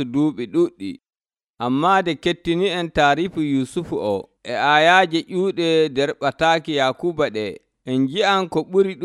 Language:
Nigerian Fulfulde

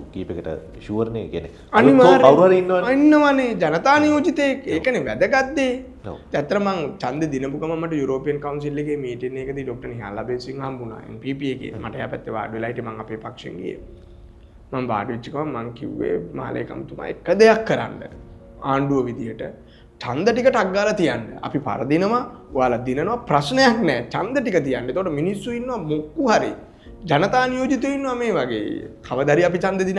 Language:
Sinhala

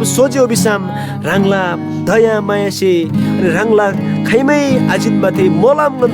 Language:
Eastern Tamang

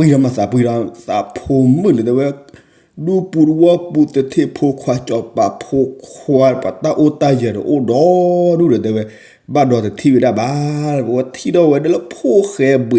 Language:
S'gaw Karen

